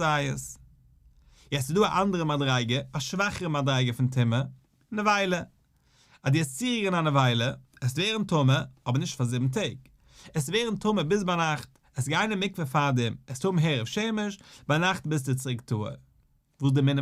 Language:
Yiddish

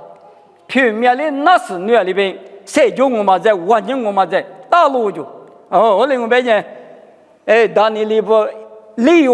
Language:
Lisu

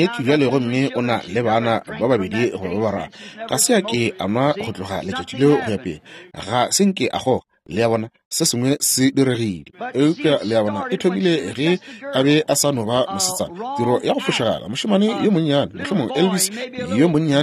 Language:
Northern Sotho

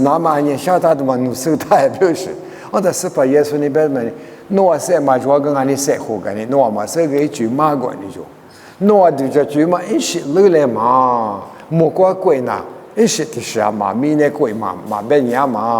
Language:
Lisu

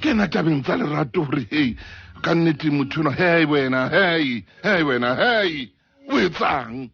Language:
Southern Sotho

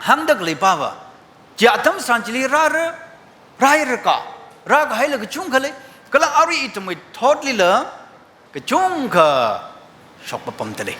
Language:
Tangkhul Naga (India)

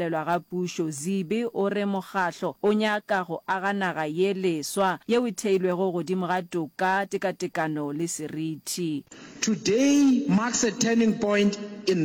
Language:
Northern Sotho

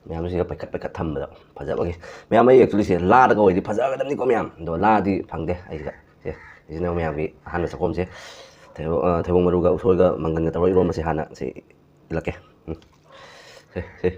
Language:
Manipuri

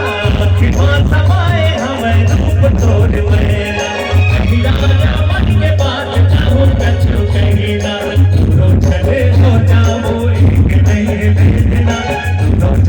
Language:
Chhattisgarhi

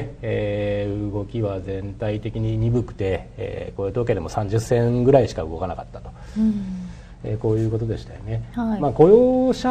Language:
Japanese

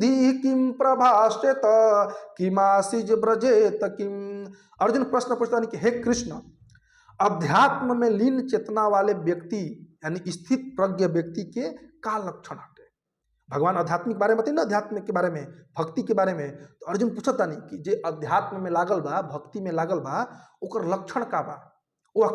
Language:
Bhojpuri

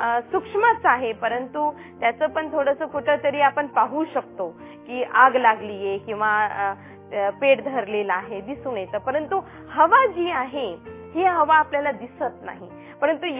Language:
Marathi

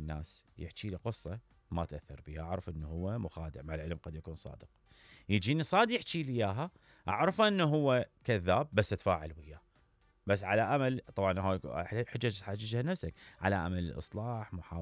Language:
Mesopotamian Arabic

